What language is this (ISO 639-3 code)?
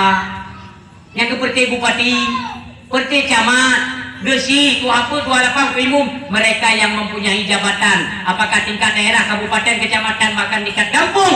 ace